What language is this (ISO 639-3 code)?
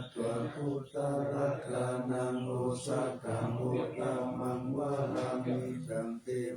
pli